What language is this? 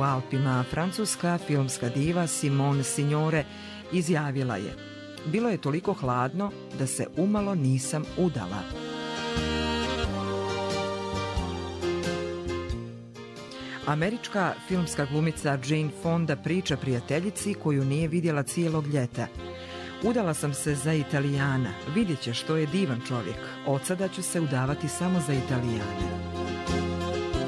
Croatian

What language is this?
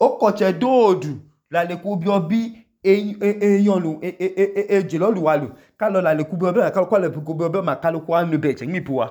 Idoma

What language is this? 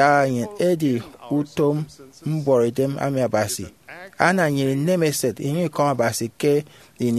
Efik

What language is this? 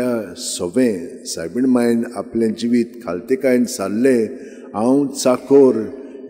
Konkani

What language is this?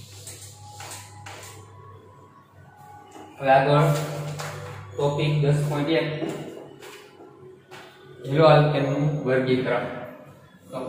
Gujarati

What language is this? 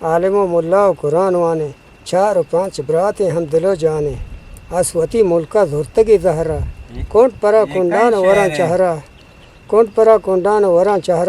Eastern Balochi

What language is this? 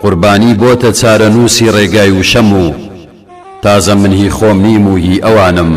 Central Kurdish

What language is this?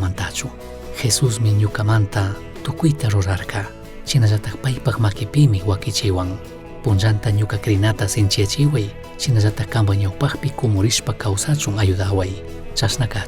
Chimborazo Highland Quichua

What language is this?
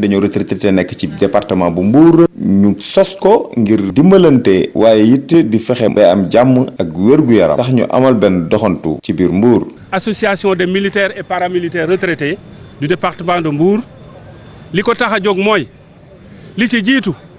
Wolof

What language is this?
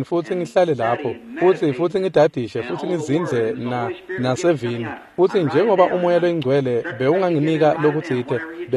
Swati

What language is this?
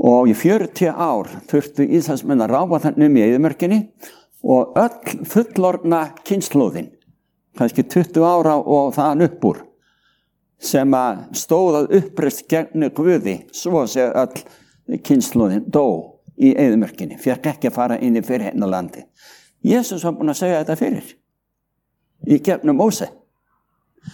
Icelandic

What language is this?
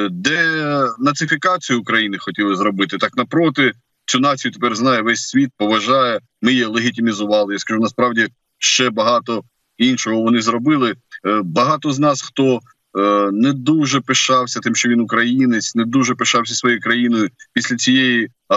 Ukrainian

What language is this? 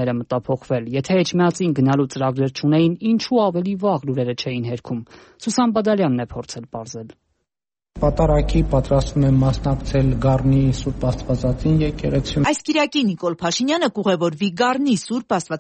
Armenian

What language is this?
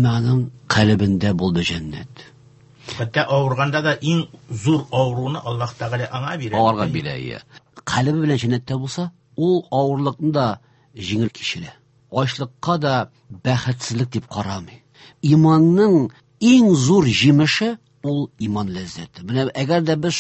Tatar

